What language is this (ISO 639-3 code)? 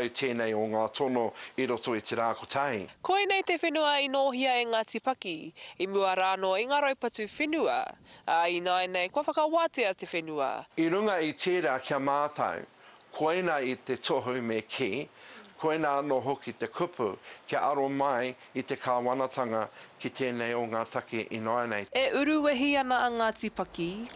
mri